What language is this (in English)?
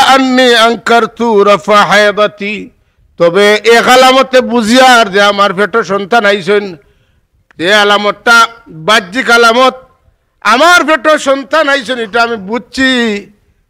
Sylheti